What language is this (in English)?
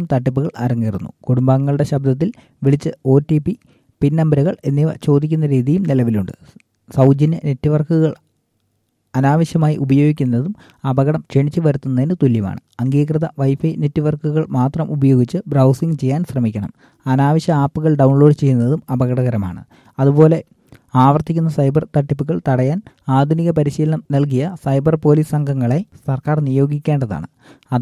Malayalam